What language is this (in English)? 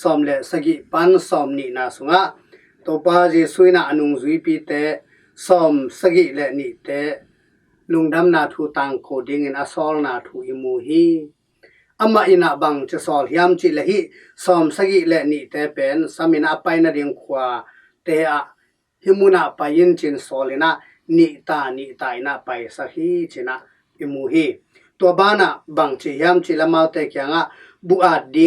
Tedim Chin